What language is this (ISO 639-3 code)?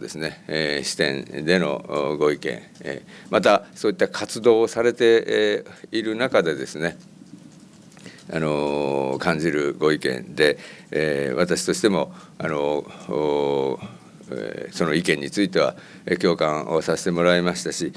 jpn